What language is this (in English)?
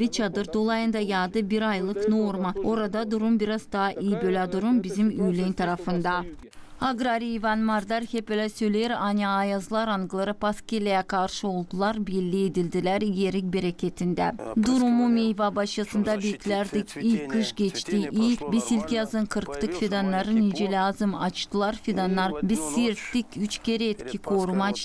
Gagauz